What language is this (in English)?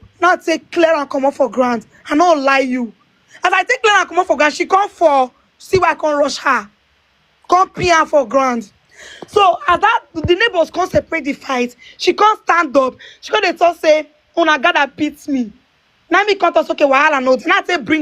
Nigerian Pidgin